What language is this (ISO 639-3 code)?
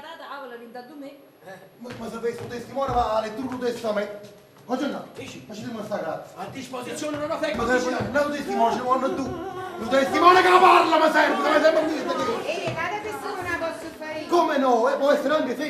nap